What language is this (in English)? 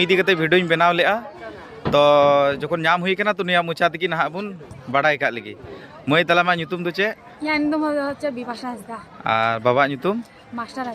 Santali